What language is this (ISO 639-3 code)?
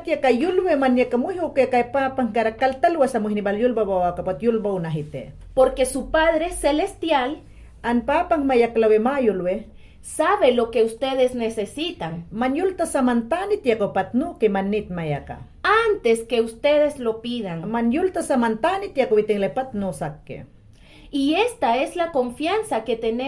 yan